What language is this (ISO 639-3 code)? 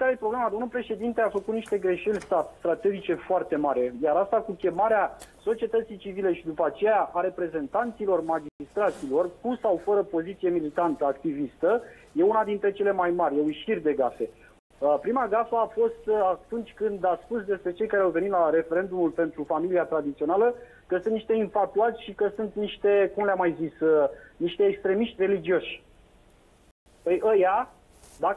ron